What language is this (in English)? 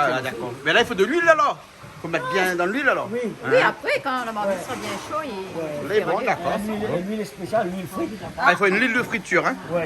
Réunion Creole French